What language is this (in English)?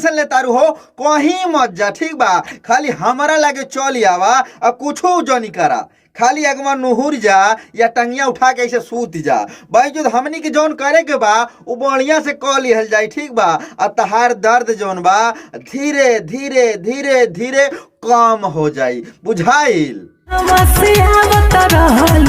Bhojpuri